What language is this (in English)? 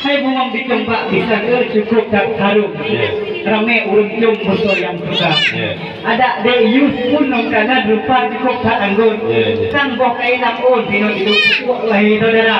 Achinese